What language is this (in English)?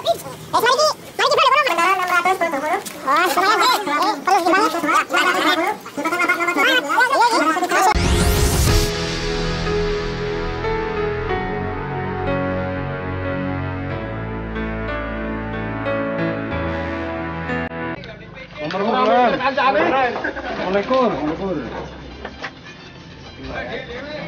Javanese